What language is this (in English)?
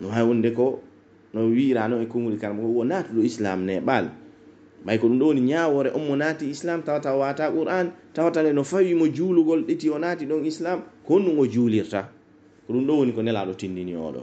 Pular